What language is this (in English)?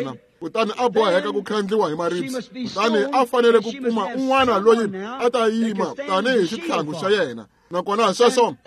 Tsonga